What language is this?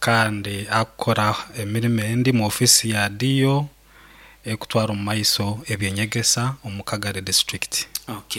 Nyankole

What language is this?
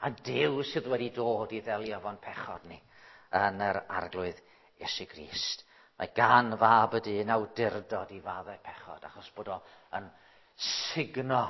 Welsh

